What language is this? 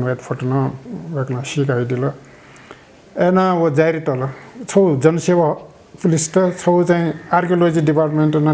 Newari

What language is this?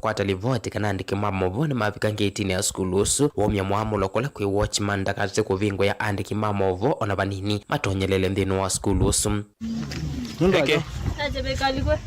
Kamba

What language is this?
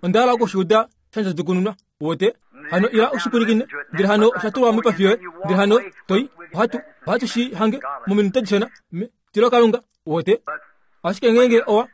Kuanyama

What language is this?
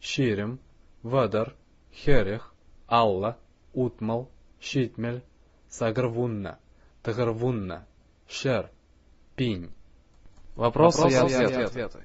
Chuvash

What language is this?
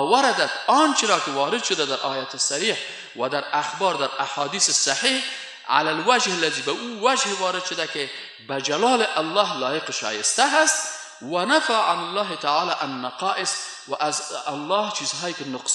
Persian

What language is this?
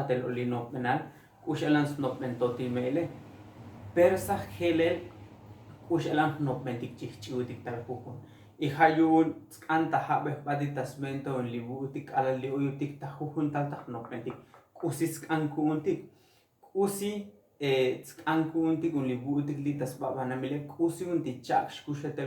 Tzotzil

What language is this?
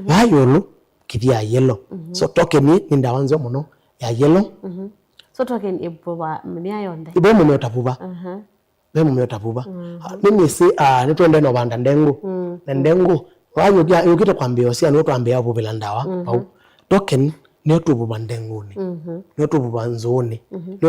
Kamba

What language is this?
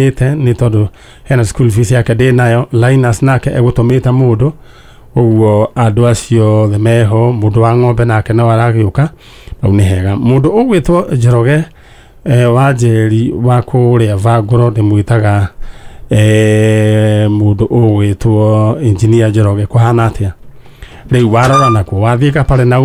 Kikuyu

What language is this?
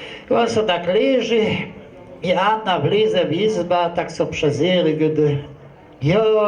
Kashubian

